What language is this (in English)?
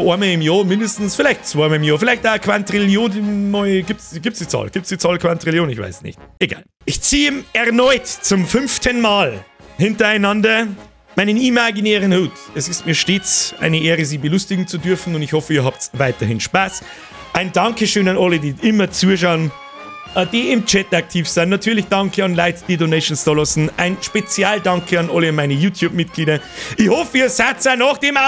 Bavarian